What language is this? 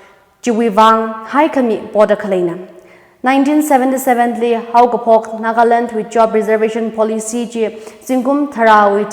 Tangkhul Naga (India)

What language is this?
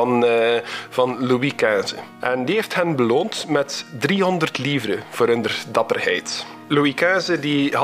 Dutch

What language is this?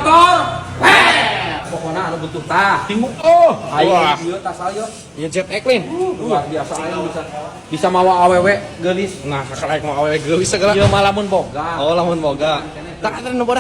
Sundanese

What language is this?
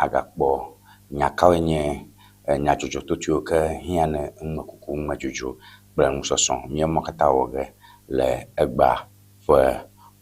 Ewe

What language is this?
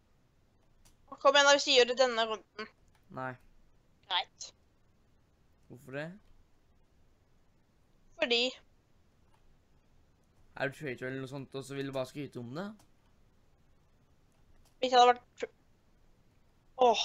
Norwegian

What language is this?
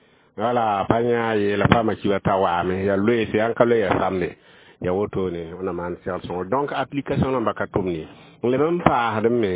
Mossi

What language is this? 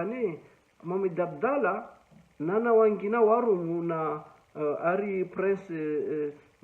Ngazidja Comorian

